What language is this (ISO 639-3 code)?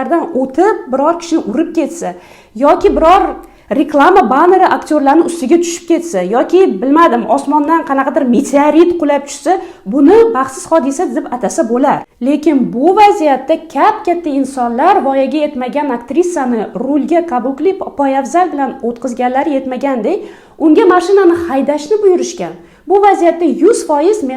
uzb